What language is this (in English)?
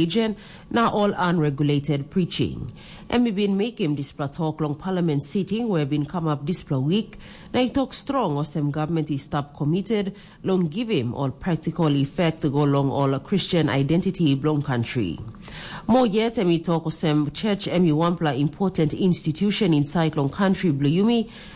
Tok Pisin